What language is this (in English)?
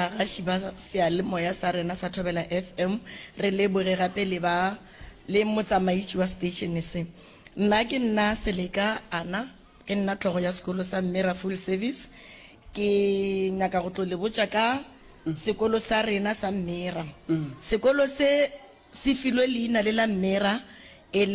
Northern Sotho